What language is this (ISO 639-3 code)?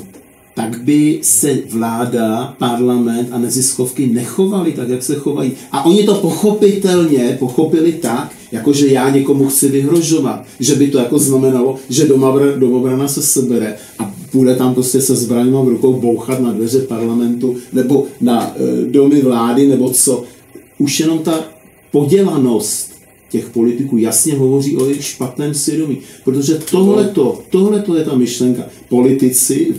ces